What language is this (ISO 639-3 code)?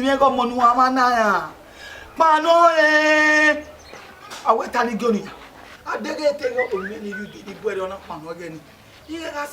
bin